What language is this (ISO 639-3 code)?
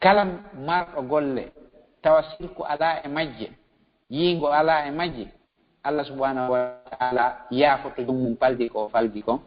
ful